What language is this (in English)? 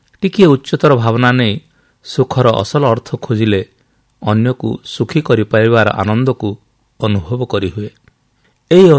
Odia